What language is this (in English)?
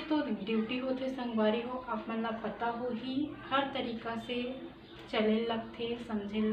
Chhattisgarhi